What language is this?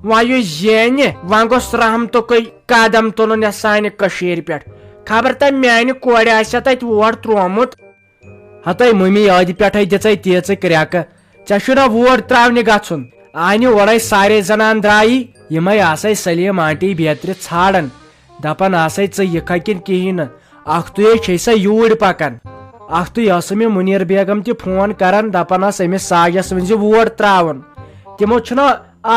Kashmiri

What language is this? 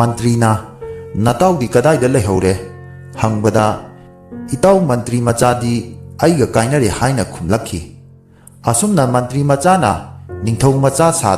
Manipuri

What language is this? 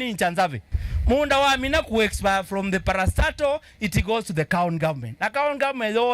Kamba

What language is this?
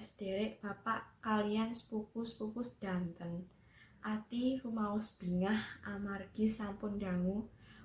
Javanese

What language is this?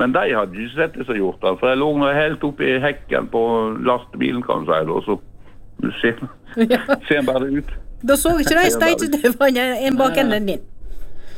Norwegian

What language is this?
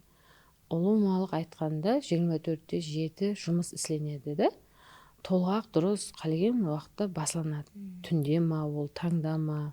Kara-Kalpak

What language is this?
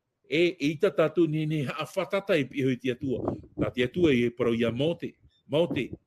Tahitian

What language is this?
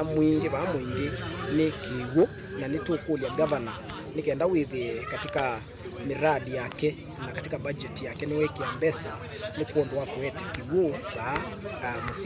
Kamba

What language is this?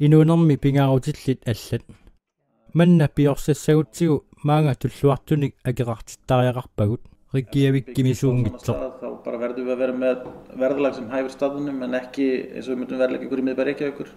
Kalaallisut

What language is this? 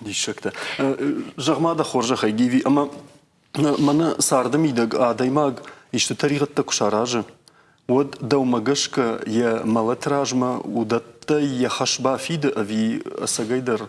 Ossetic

